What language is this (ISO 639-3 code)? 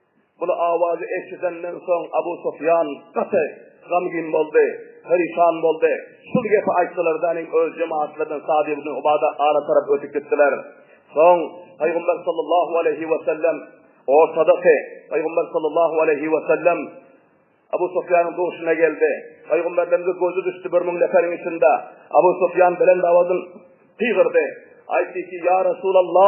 tuk